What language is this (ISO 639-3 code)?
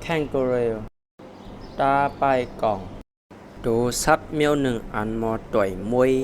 shn